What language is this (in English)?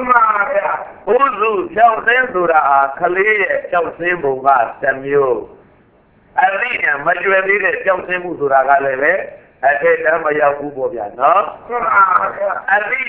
Burmese